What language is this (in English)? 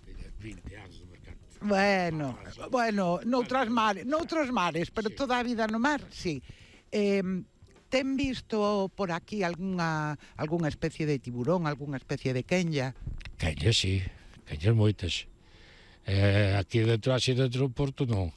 Galician